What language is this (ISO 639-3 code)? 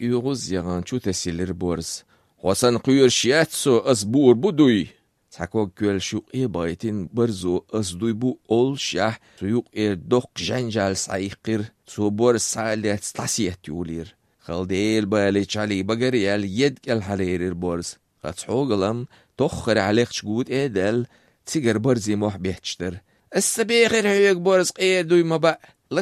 aze